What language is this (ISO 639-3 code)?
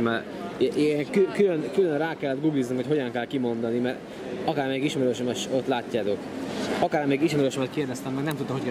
hun